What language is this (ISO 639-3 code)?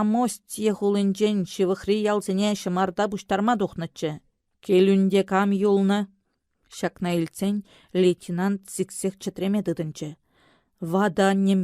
chv